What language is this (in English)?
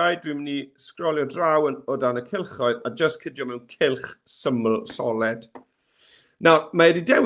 Welsh